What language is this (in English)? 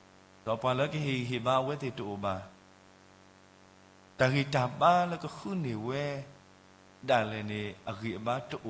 S'gaw Karen